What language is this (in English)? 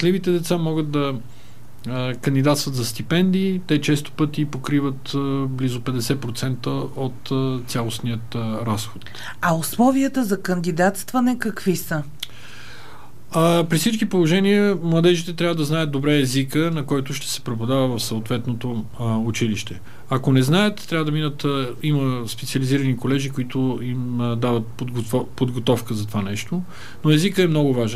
Bulgarian